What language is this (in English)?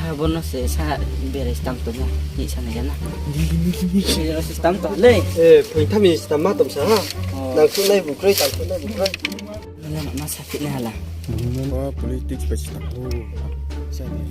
Riang (India)